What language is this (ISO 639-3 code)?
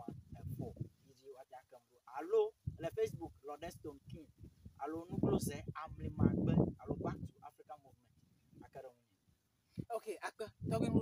ewe